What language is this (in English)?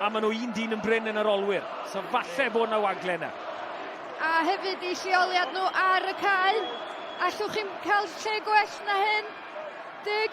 Welsh